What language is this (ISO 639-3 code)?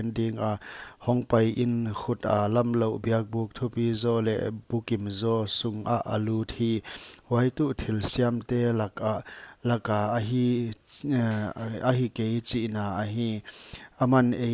pck